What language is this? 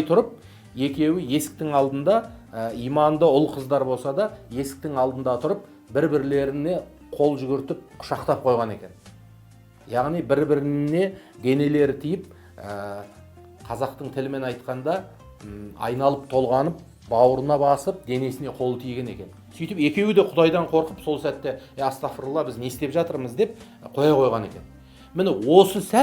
Kazakh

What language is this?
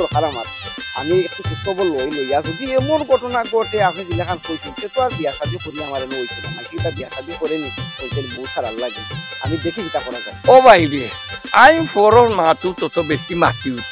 Sylheti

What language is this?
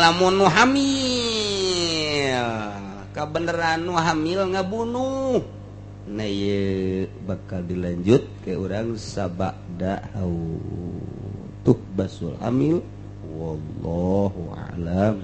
Sundanese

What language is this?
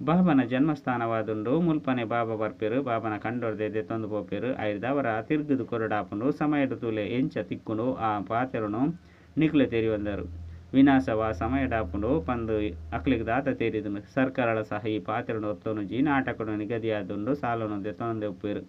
Tulu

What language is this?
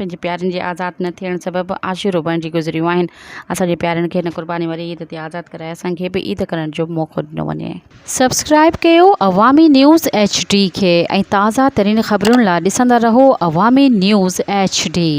Sindhi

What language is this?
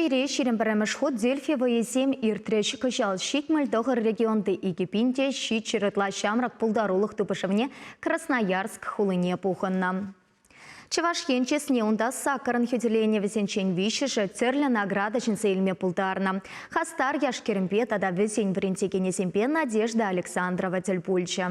Chuvash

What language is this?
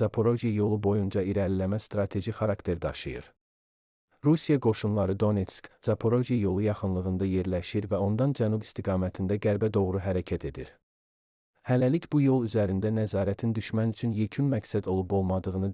Azerbaijani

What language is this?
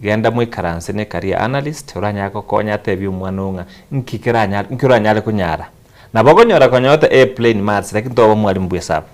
Gusii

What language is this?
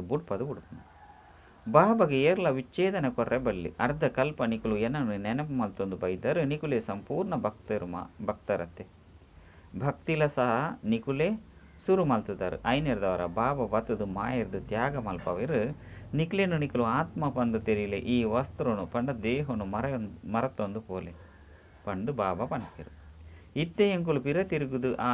Tulu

